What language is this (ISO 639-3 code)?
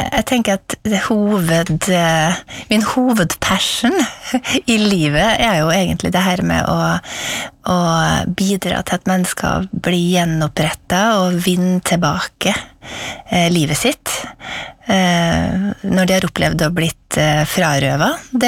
nor